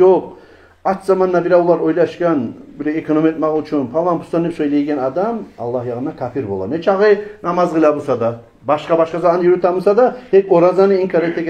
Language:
Kumyk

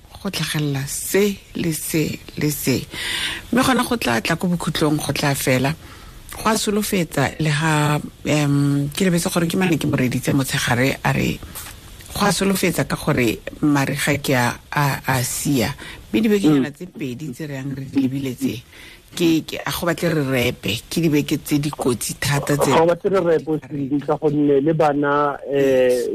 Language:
Tswana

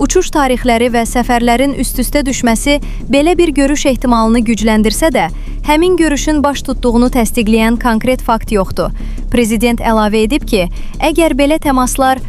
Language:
Azerbaijani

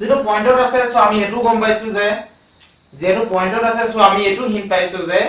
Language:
Assamese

